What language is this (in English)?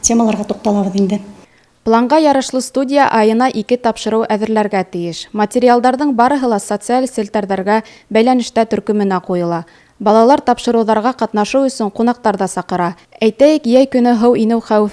Bashkir